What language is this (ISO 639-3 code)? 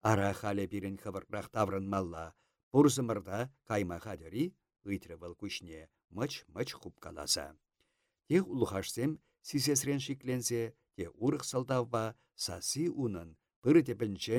chv